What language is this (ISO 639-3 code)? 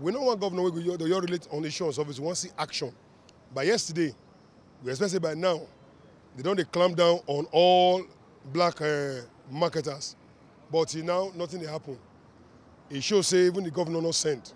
pcm